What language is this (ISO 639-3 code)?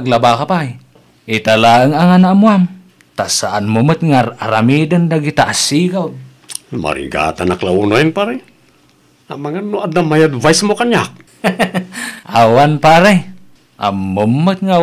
ilo